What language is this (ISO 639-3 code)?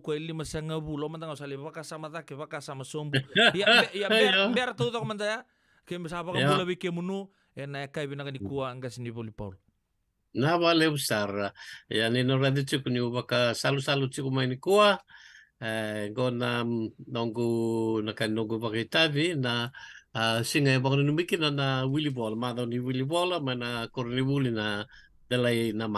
fij